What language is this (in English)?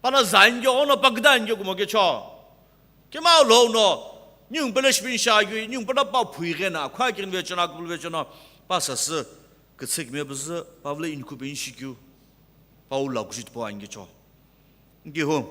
Sumi Naga